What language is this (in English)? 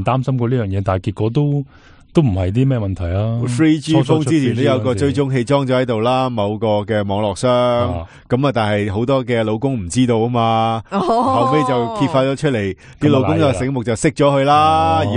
Cantonese